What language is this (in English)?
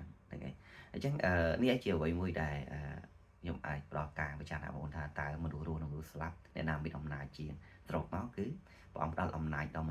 Khmer